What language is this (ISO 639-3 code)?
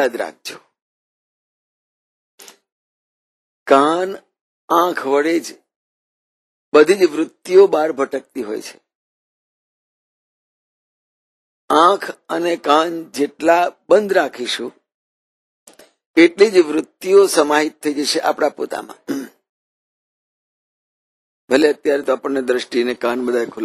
guj